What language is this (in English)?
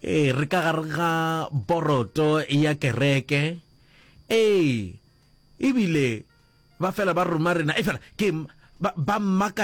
Northern Sotho